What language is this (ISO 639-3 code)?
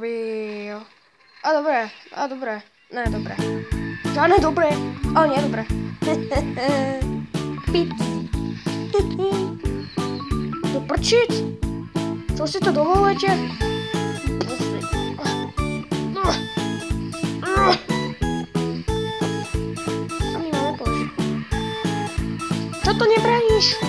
slk